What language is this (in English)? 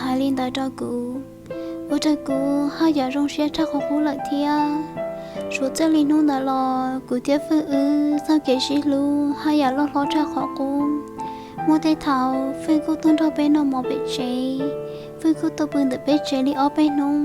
Hmong